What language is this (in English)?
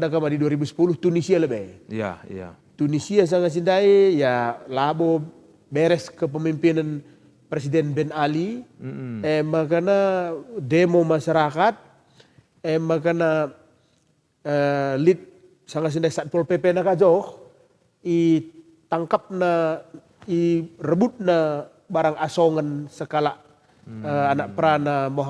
Batak Karo